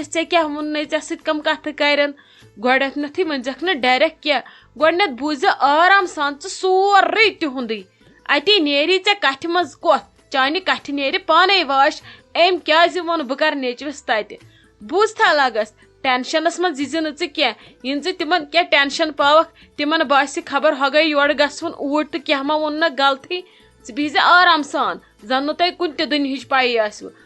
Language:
Kashmiri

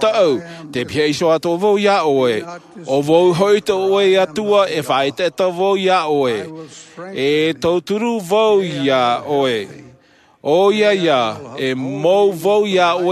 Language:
Tahitian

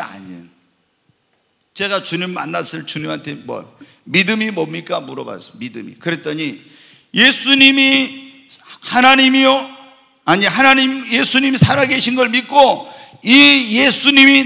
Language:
Korean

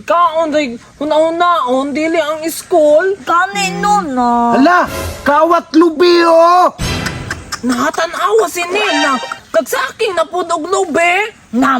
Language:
Cebuano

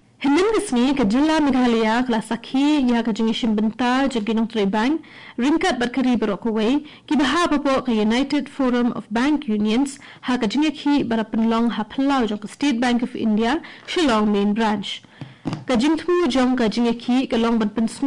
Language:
Khasi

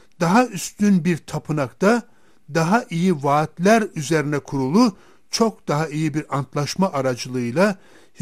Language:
Turkish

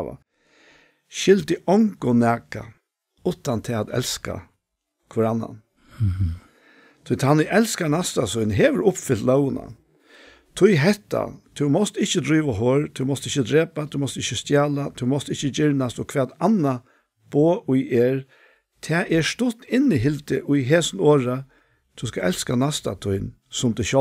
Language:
Faroese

